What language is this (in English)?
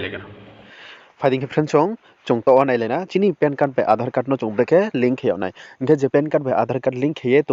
Riang (India)